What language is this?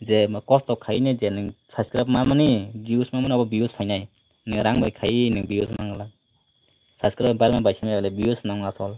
Kok Borok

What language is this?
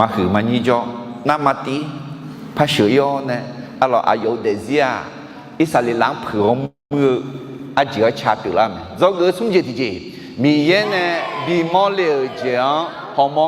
Akha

